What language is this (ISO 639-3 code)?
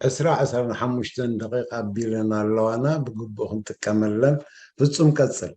tir